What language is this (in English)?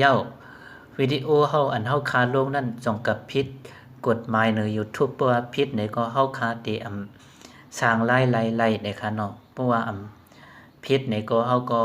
Shan